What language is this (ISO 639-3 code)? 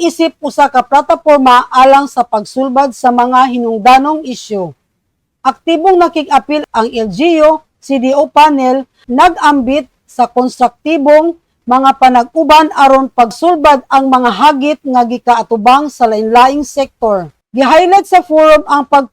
ceb